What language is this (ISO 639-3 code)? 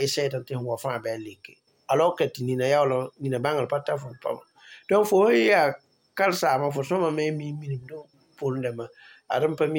mos